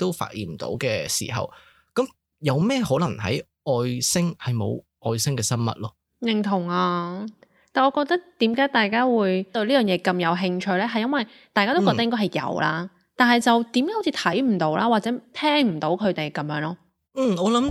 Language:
Cantonese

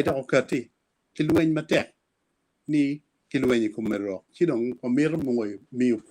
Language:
Acoli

